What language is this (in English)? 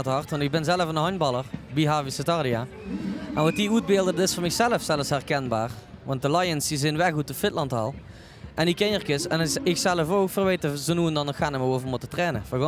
Limburgish